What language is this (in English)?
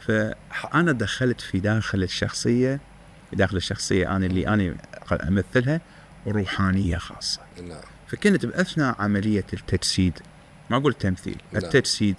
Mesopotamian Arabic